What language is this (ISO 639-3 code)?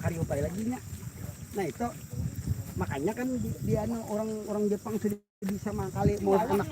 bjn